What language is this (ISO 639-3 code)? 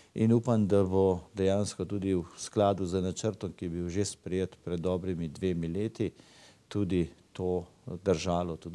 slv